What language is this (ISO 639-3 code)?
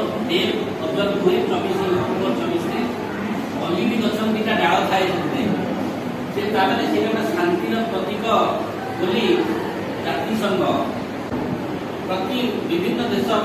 ori